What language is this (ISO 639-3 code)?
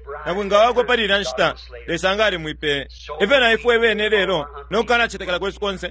bem